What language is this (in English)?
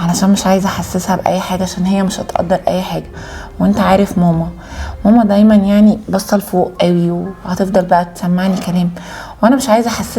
Egyptian Arabic